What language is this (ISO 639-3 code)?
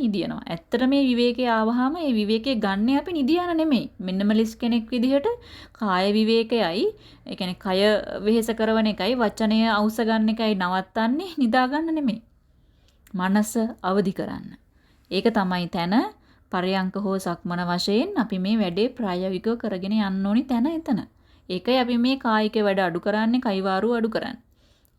sin